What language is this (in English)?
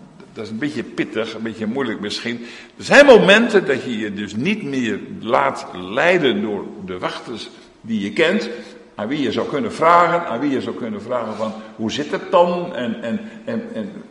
Dutch